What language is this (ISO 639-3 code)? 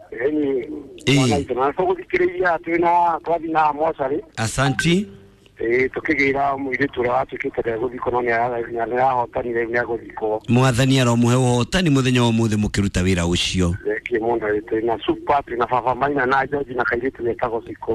kik